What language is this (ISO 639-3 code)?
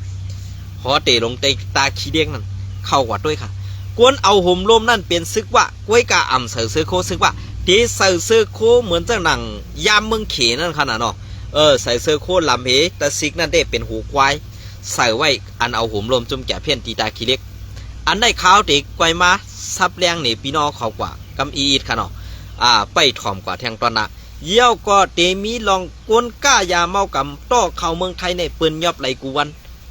shn